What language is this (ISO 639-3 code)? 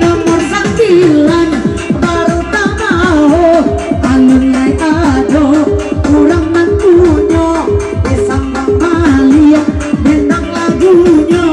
min